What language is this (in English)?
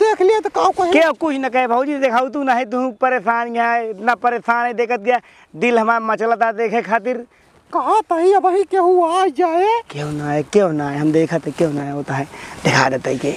Awadhi